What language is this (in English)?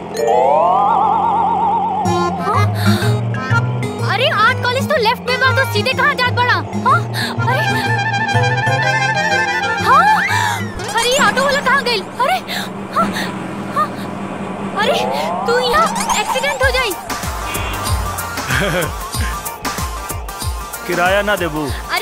Bhojpuri